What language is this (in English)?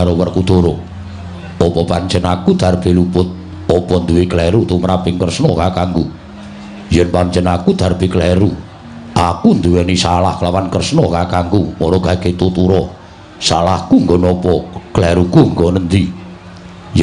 Javanese